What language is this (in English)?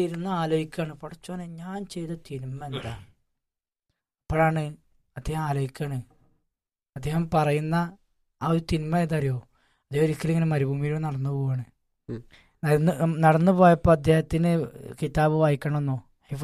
Malayalam